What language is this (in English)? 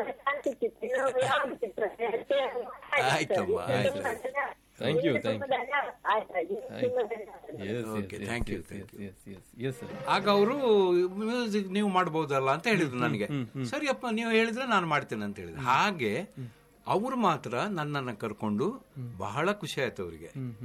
Kannada